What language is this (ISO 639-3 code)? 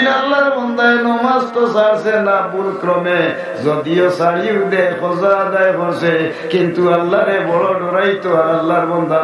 syl